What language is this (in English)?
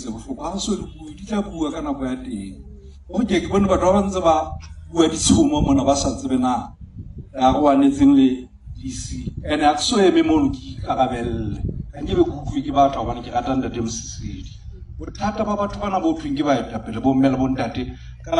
Southern Sotho